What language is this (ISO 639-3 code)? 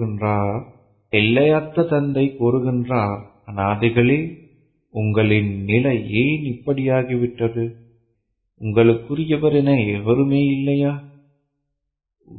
tam